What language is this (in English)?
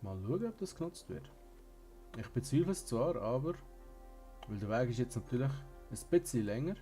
Swiss German